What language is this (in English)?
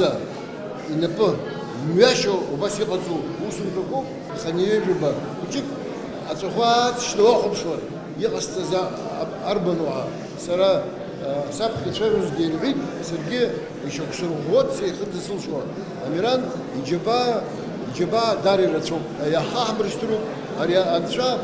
Abkhazian